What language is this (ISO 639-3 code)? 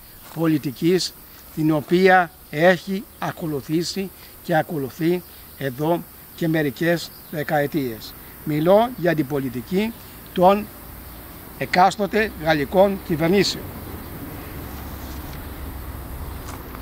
ell